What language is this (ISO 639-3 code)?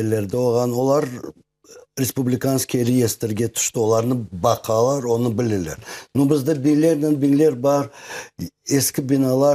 crh